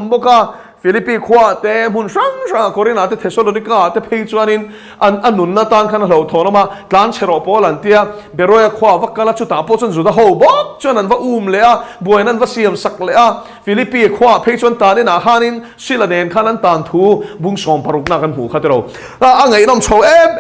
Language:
Mizo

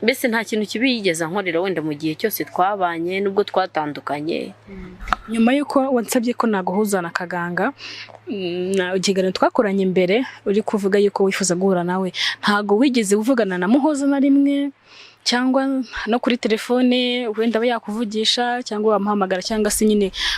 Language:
Kinyarwanda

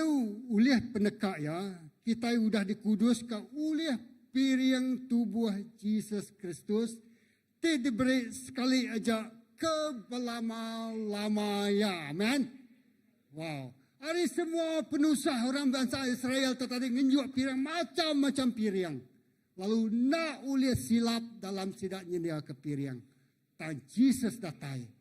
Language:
Iban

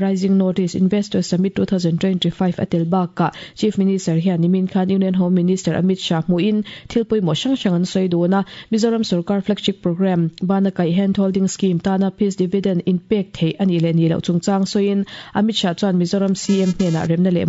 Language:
Mizo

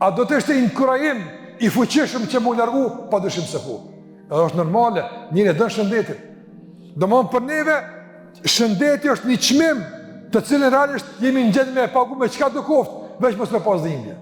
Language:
Albanian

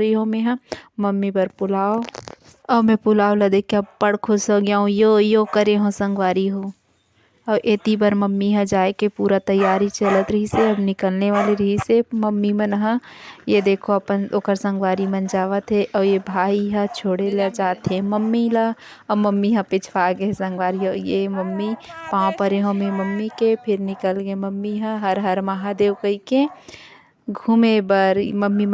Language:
Chhattisgarhi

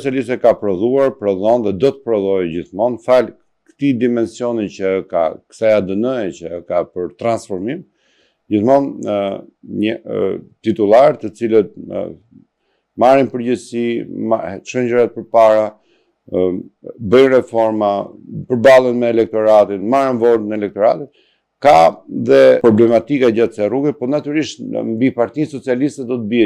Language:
Albanian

